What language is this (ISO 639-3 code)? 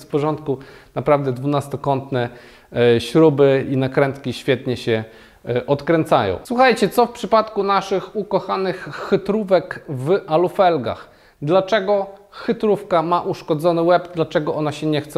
pol